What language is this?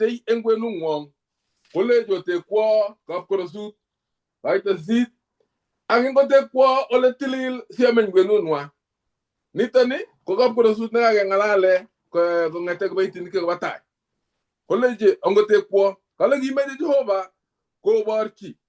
Kalenjin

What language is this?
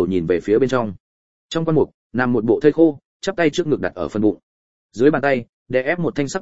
Vietnamese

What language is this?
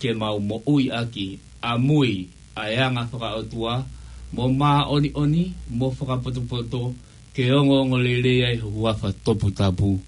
Tongan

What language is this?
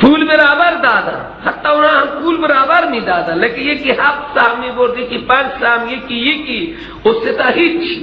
Persian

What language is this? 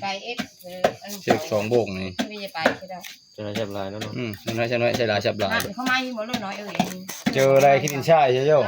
Northeastern Thai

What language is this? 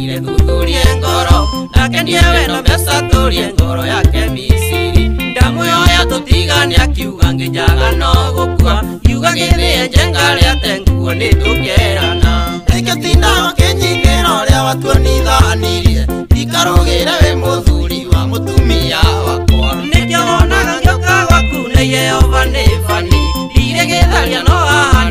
Kikuyu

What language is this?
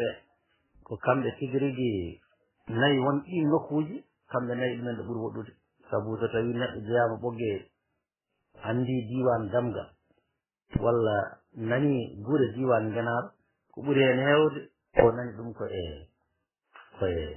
Fula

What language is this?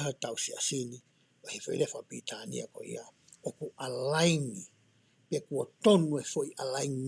Tongan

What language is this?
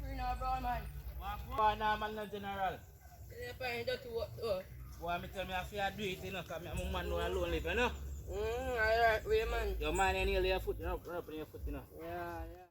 Jamaican Creole English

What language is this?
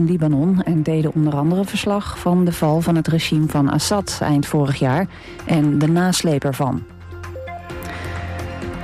Dutch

